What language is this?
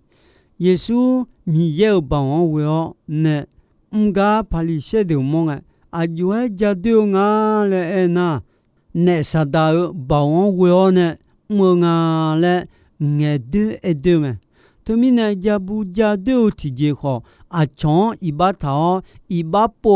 Akha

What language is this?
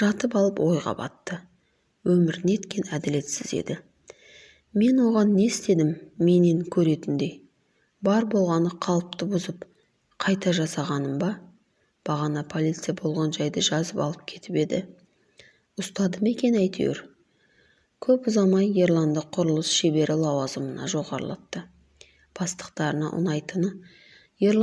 Kazakh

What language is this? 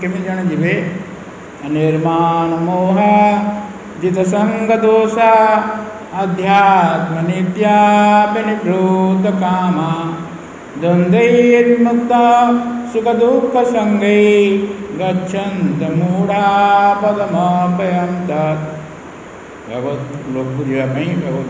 Odia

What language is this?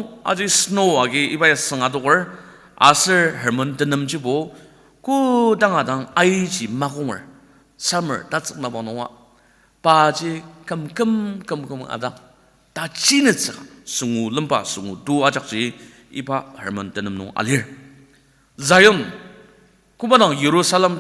Ao Naga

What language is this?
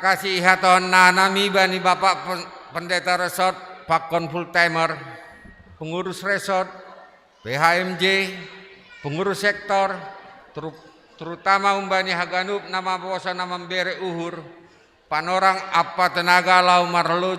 Batak Simalungun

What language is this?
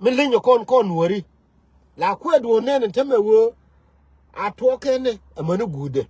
Nuer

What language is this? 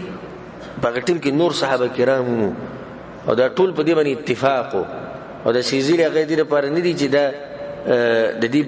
Pashto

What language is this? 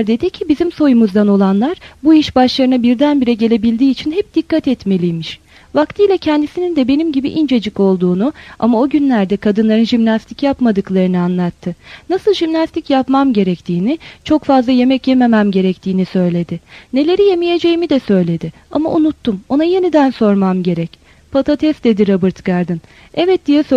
Turkish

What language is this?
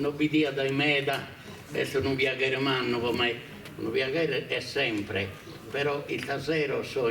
Sardinian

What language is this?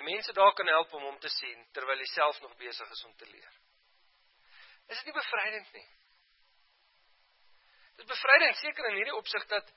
Afrikaans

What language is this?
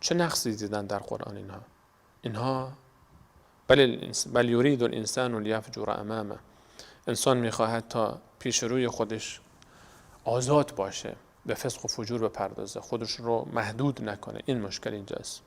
Persian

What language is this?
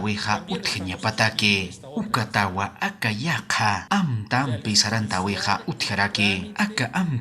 Aymara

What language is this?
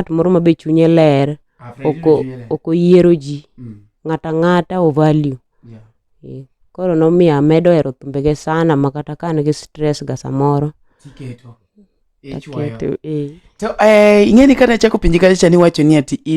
Luo (Kenya and Tanzania)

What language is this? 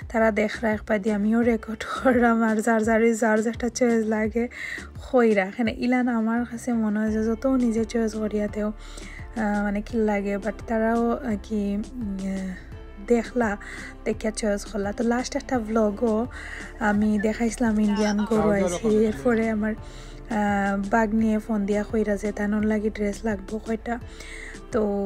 Sylheti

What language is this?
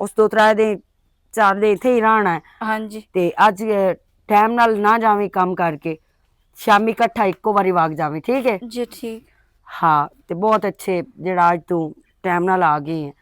Western Panjabi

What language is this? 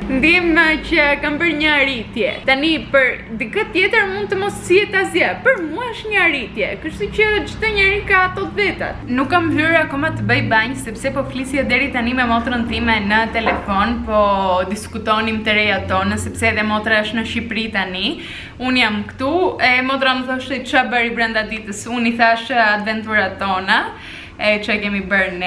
Albanian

